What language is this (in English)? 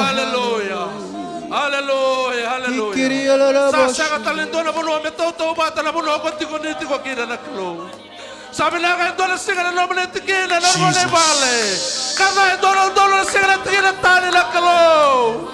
Fijian